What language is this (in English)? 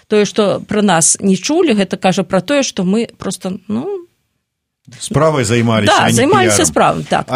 Belarusian